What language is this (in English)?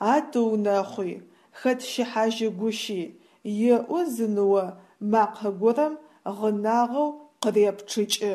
Adyghe